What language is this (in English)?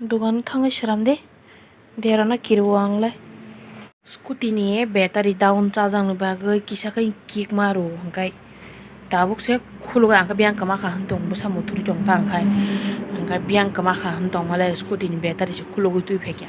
Kok Borok